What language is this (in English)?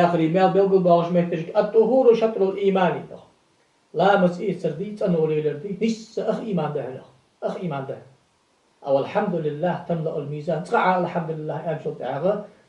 Ingush